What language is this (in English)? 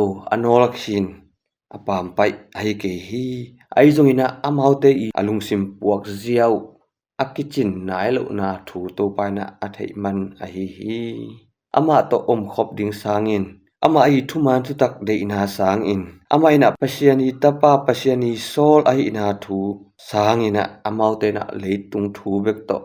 Tedim Chin